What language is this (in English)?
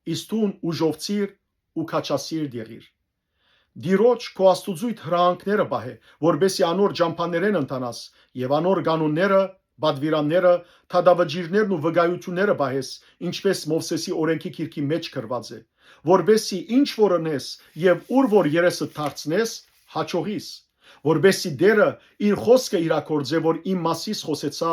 Western Armenian